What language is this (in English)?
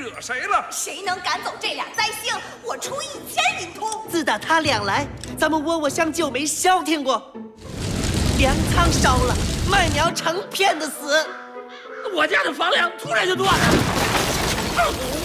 Chinese